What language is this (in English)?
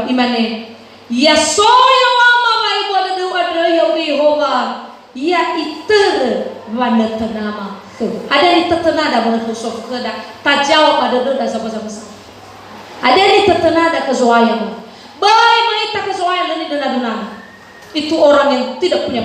Nias